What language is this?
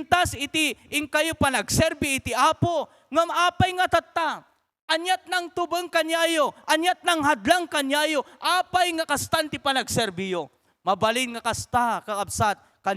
Iloko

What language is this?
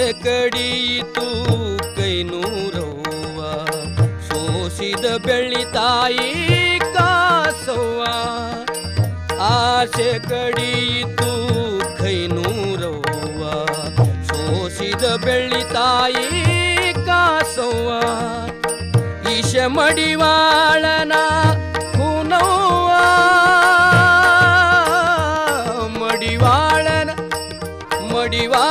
Kannada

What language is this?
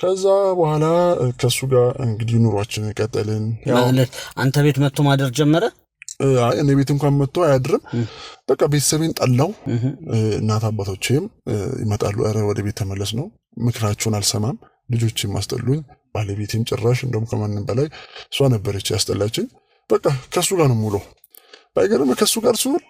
Amharic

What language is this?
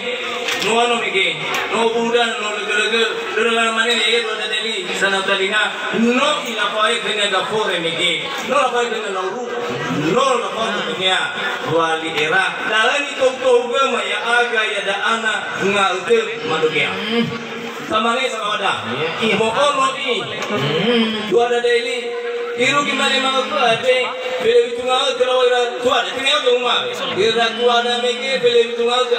Nias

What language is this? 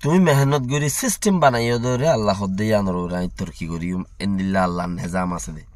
Rohingya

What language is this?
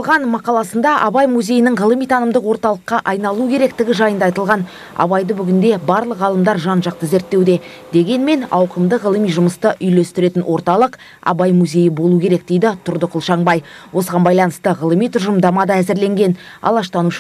Kazakh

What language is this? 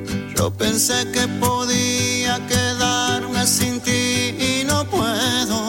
Spanish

